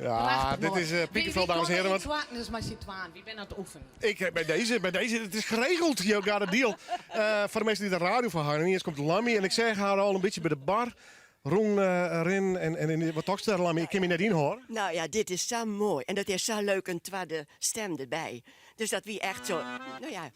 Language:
Western Frisian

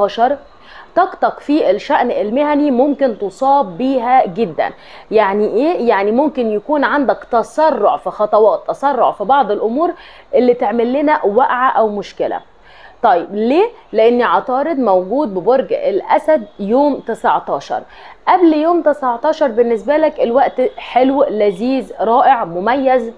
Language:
Egyptian Arabic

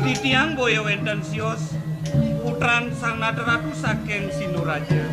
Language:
Balinese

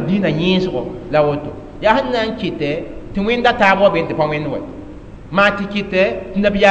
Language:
Mossi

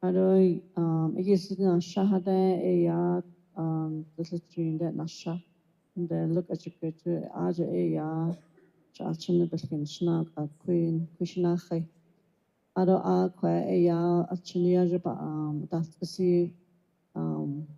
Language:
Navajo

